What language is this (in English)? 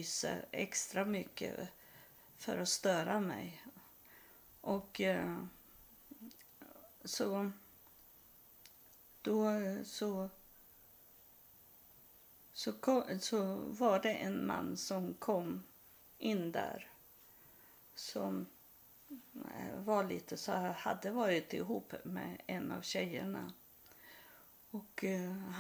Swedish